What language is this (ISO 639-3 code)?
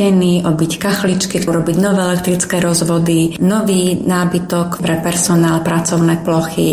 slk